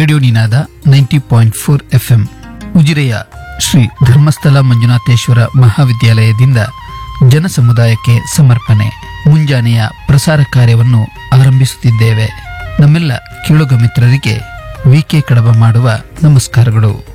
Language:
Kannada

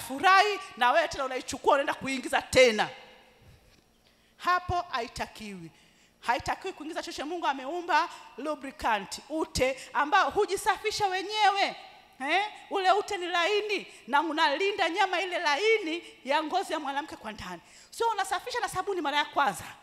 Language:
Swahili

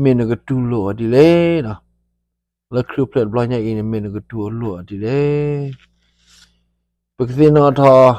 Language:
S'gaw Karen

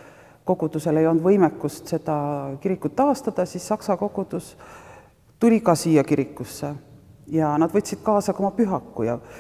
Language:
Estonian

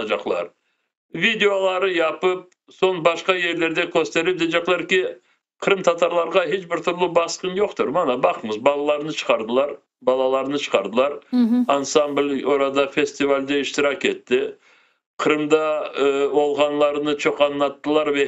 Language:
Crimean Tatar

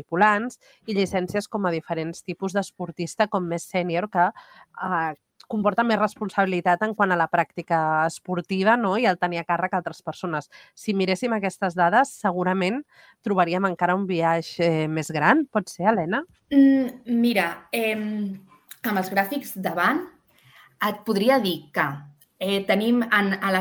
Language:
Catalan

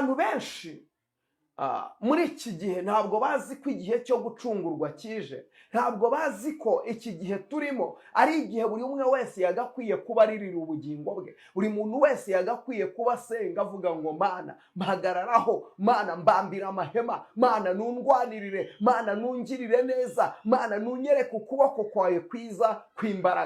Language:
Kinyarwanda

